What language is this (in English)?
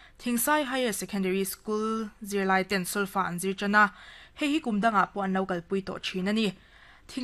Mizo